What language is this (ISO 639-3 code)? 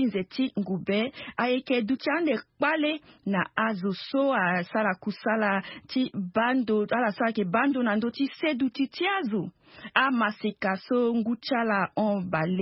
sag